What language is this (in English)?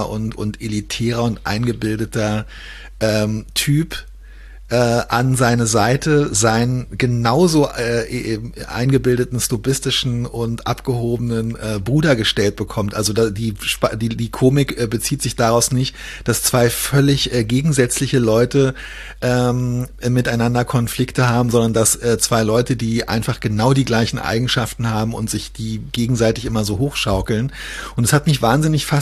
German